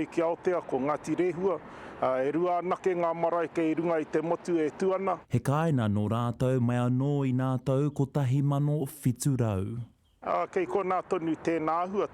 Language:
Māori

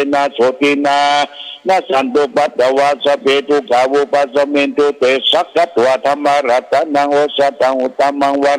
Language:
Pali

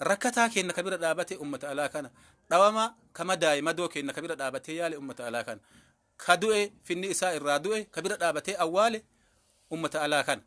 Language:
Oromo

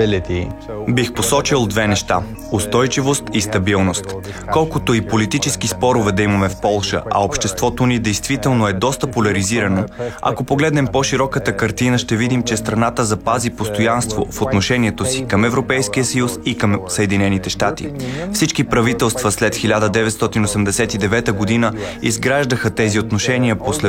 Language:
Bulgarian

